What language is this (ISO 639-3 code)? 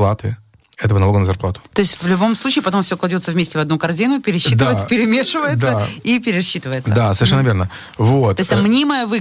rus